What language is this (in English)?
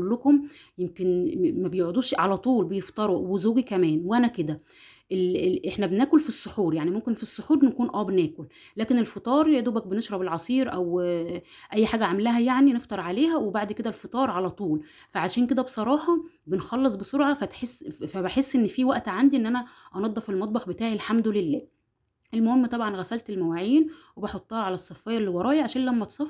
Egyptian Arabic